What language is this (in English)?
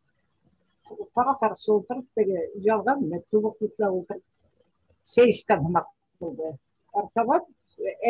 Bashkir